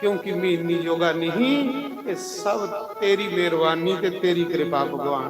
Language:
Dogri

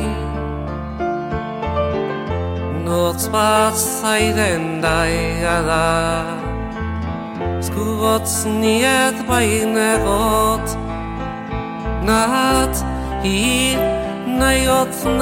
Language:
Basque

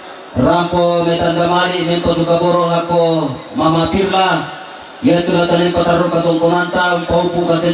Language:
Toraja-Sa'dan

